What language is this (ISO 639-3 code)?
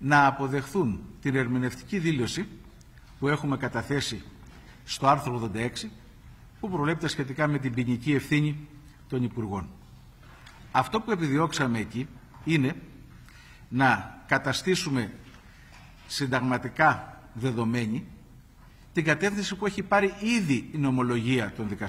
ell